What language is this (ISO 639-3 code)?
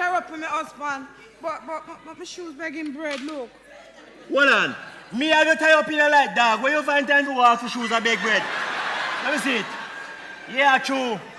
jam